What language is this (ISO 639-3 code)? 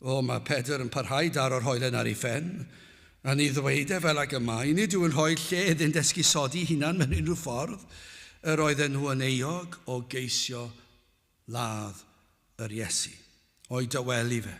cym